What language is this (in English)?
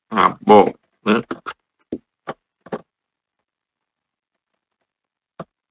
Vietnamese